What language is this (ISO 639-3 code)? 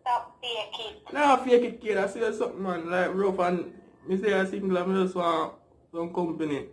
jam